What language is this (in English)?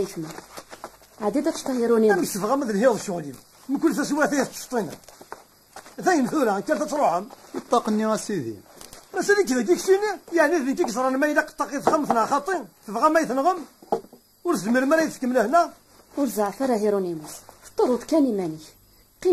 Kabyle